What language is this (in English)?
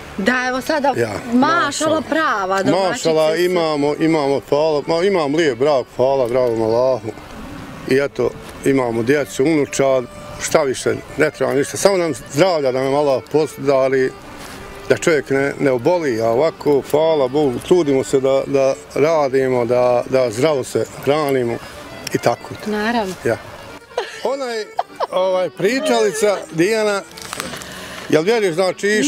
Bosnian